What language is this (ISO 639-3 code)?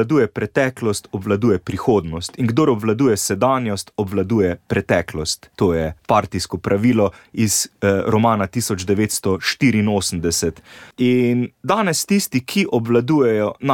slv